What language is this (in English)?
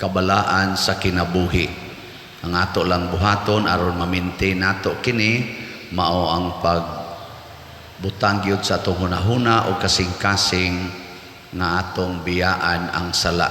Cebuano